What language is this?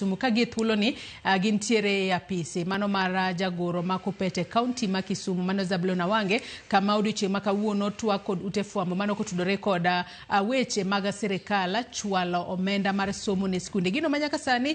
Luo (Kenya and Tanzania)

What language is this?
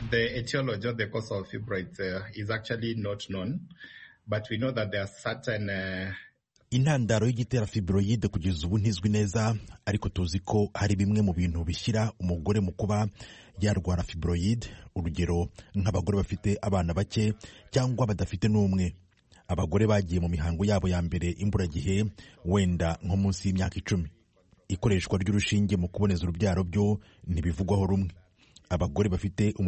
Kinyarwanda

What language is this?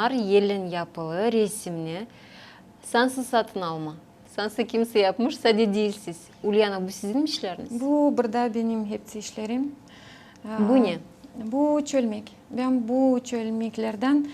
Gagauz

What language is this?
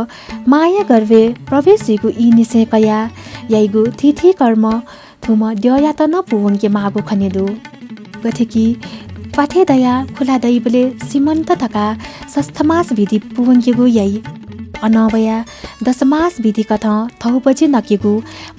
Newari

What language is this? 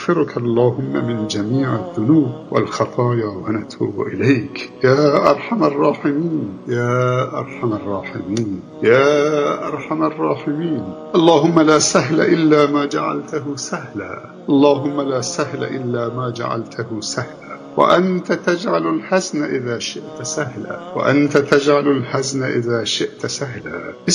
Tajik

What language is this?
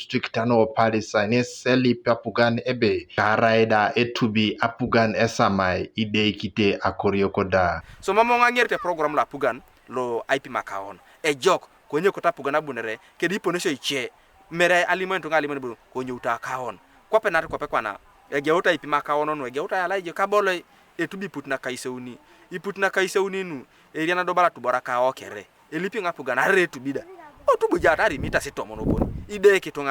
Teso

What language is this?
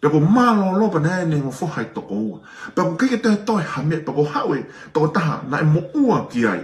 Tongan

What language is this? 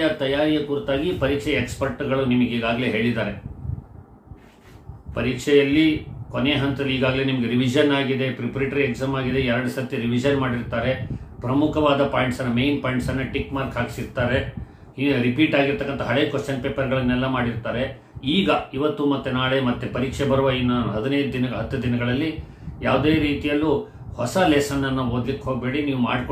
Kannada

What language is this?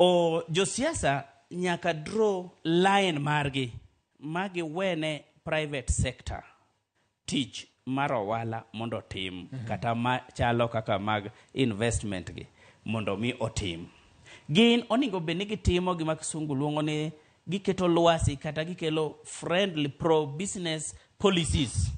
Luo (Kenya and Tanzania)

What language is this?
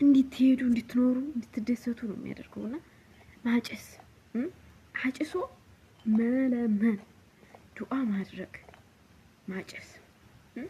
Amharic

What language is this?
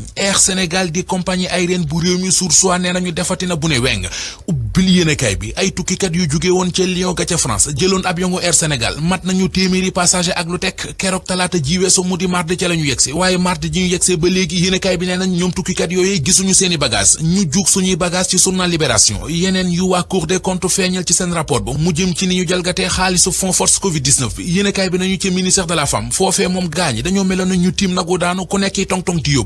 Wolof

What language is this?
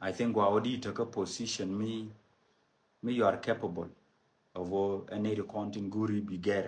Nuer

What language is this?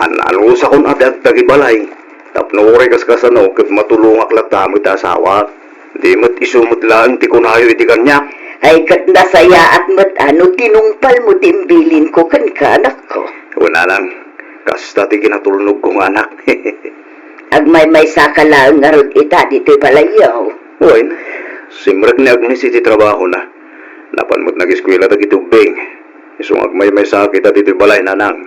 Iloko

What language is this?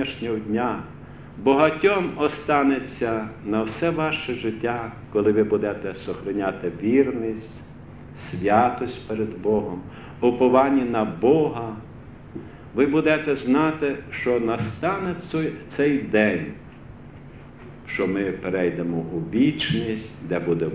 Ukrainian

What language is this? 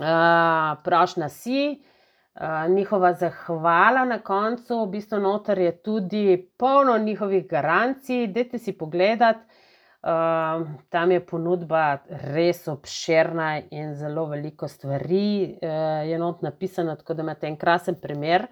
Slovenian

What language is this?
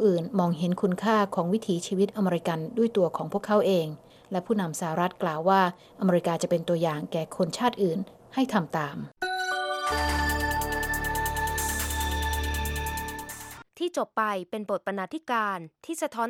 Thai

